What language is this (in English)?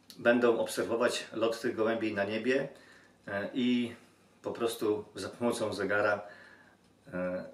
Polish